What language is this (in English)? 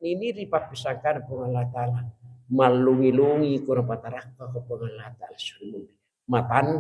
Buginese